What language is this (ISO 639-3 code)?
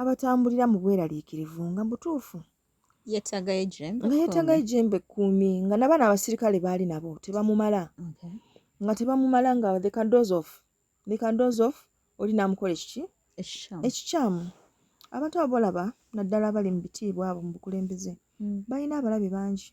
lug